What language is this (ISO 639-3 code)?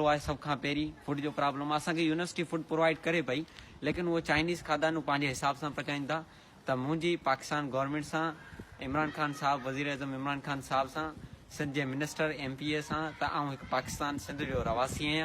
snd